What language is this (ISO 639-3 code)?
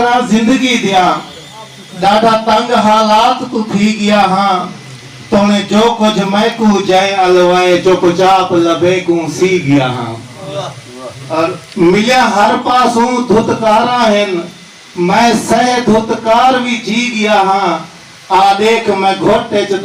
skr